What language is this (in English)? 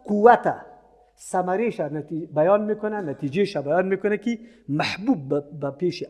Persian